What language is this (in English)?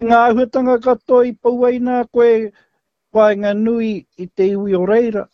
Māori